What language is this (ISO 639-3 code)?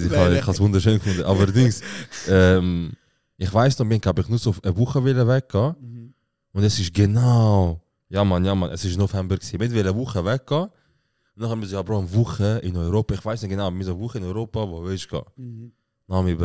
gsw